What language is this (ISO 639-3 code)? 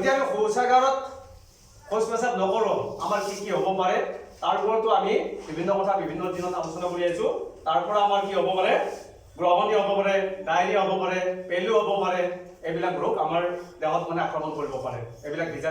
asm